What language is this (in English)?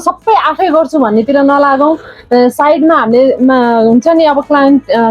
Nepali